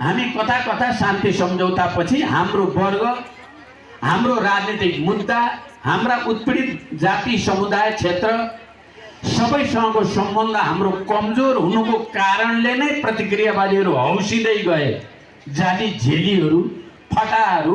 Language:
Nepali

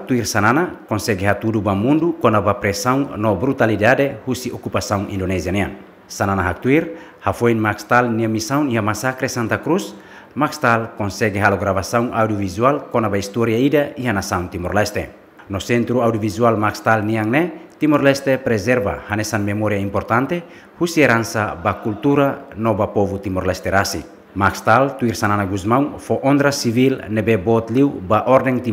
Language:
Tetum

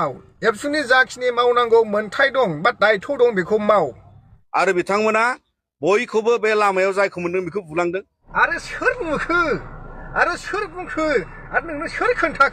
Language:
Bodo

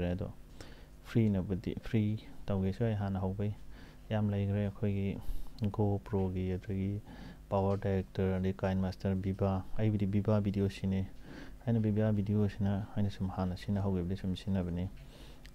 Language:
Manipuri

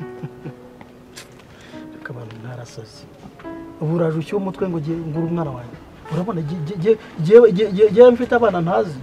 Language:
Kinyarwanda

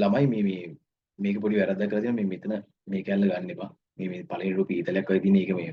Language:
Sinhala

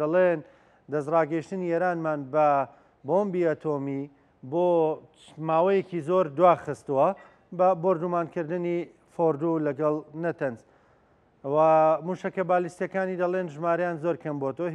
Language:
Central Kurdish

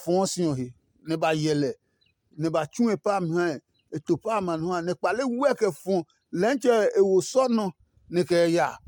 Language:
Adangme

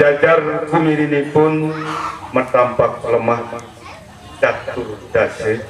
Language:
Sasak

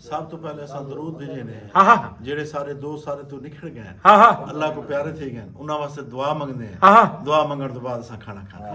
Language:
Saraiki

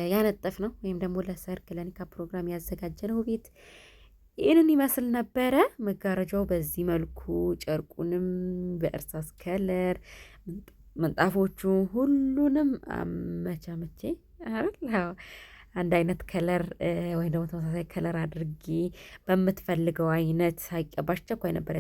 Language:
Amharic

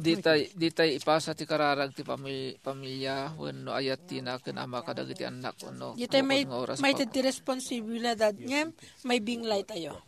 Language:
Iloko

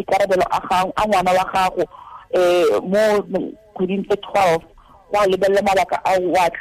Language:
Tswana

